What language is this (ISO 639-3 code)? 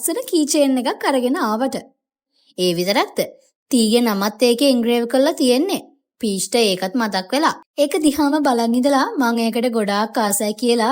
sin